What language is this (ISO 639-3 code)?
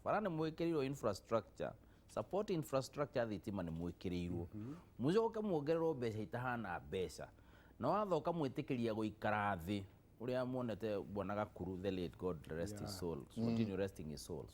kik